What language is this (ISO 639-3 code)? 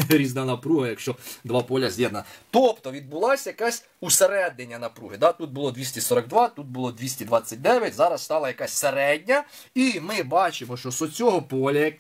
ukr